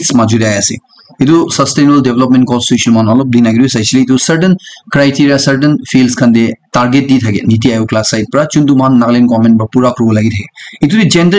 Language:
Naga Pidgin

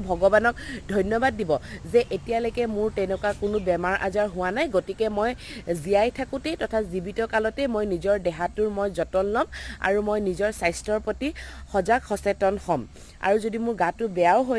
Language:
Assamese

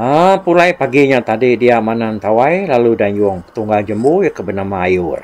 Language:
Iban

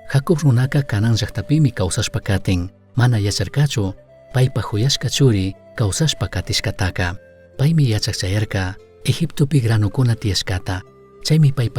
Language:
Chimborazo Highland Quichua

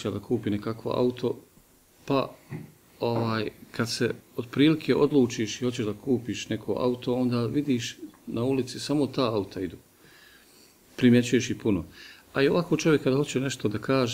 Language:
Bosnian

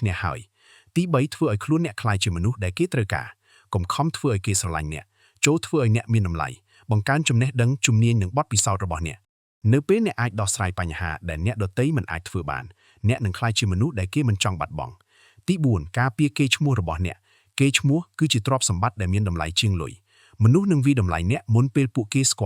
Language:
Khmer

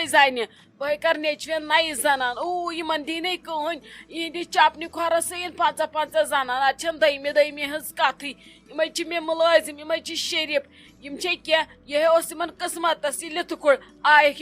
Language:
Kashmiri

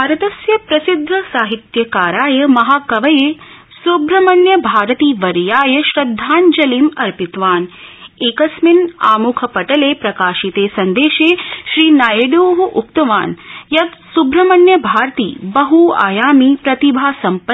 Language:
Sanskrit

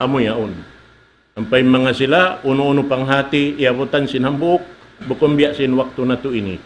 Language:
Tausug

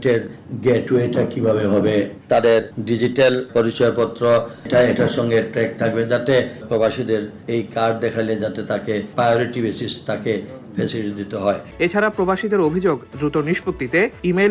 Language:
Bangla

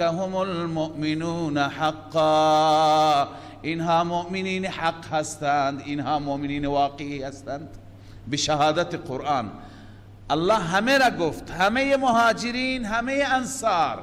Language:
Persian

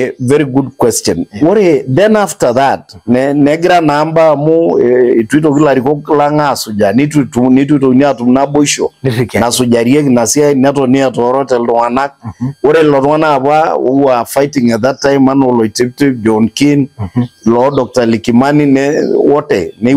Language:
Masai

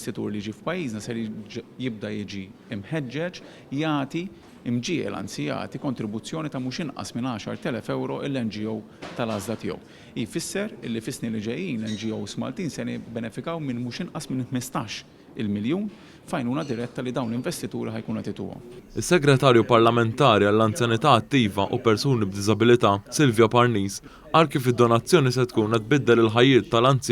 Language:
Maltese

